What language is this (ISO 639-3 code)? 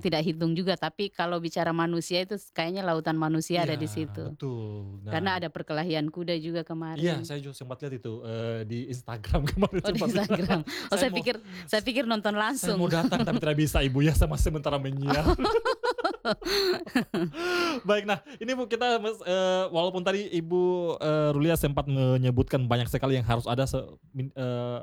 ind